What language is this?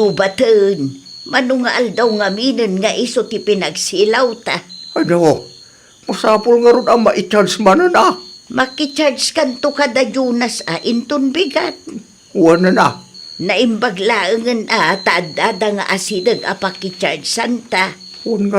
Iloko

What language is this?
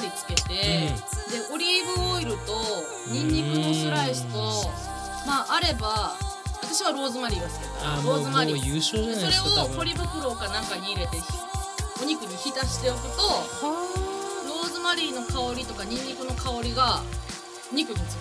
Japanese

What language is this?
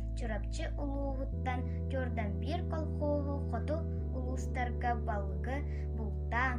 Yakut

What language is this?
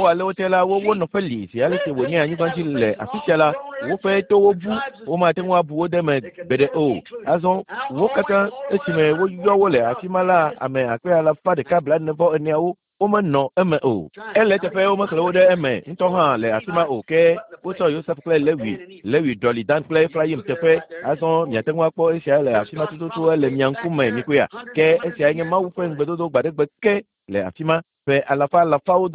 Ewe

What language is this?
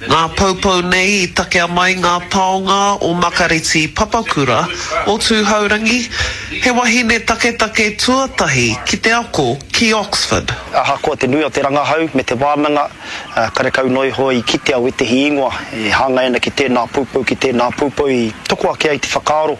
Māori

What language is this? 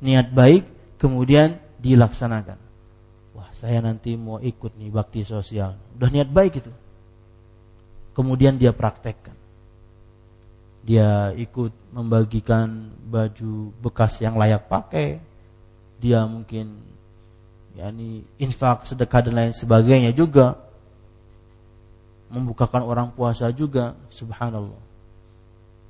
Indonesian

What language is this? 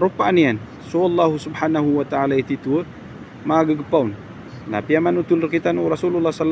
Maranao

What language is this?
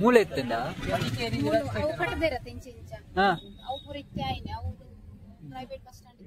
Tulu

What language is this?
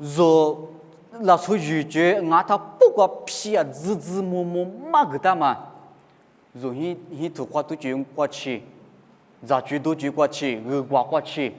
Lisu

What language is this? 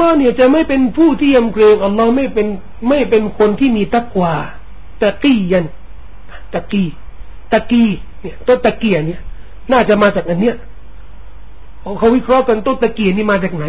Thai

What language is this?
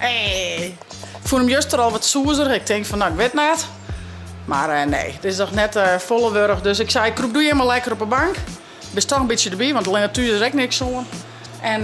Western Frisian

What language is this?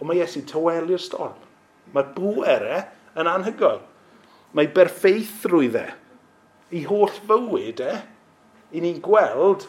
Welsh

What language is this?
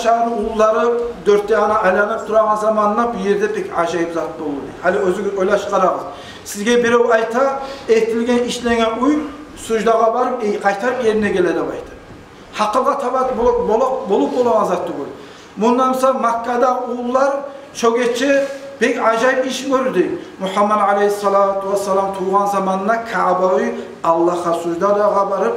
Kumyk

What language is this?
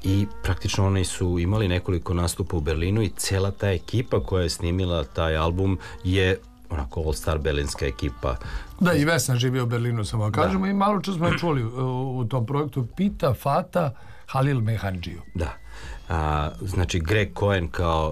Serbian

